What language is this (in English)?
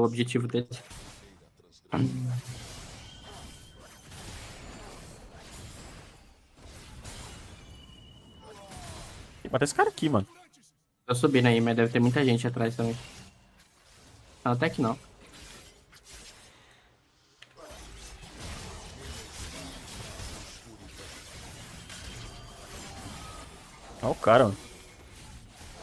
Portuguese